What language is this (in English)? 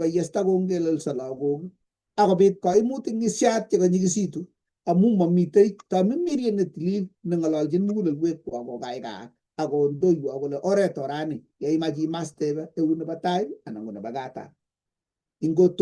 Kalenjin